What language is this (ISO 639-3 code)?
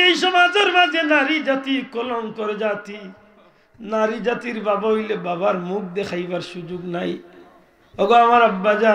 syl